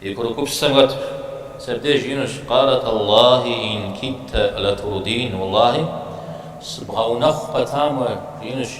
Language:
Kabardian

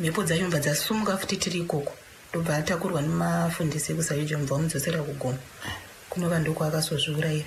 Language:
Shona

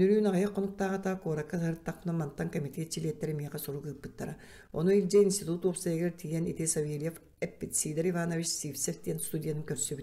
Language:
Yakut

